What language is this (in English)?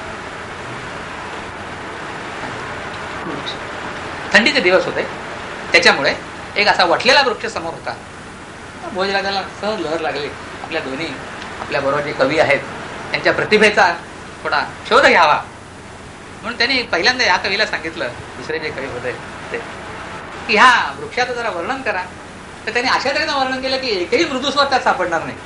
Marathi